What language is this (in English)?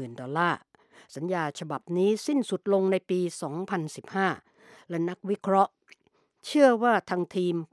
Thai